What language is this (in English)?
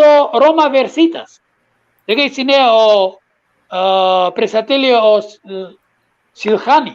Balkan Romani